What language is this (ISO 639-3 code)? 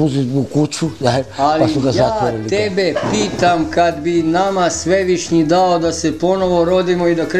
srp